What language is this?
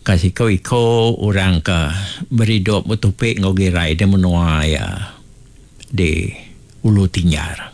Iban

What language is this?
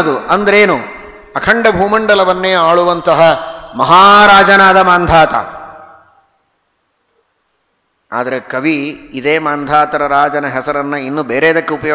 Kannada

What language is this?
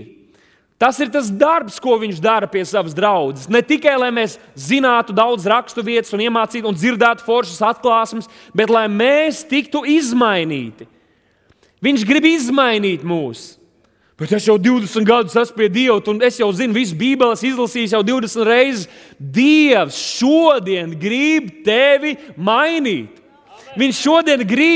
Latvian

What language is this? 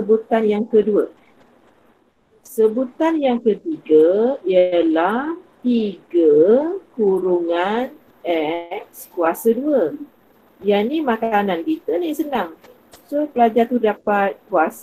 Malay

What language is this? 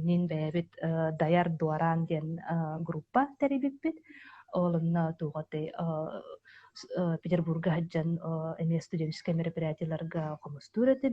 Yakut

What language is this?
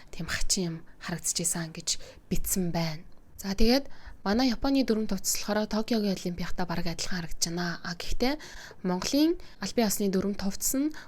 Mongolian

